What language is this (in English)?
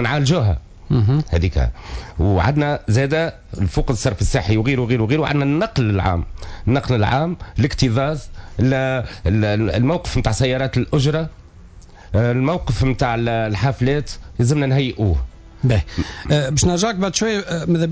Tunisian Arabic